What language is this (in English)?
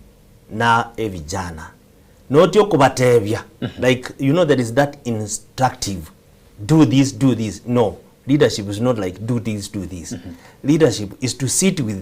Gusii